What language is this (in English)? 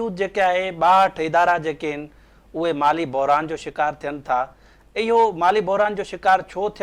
Sindhi